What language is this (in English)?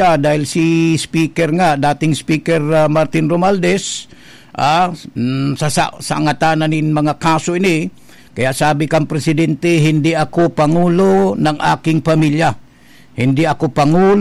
Bikol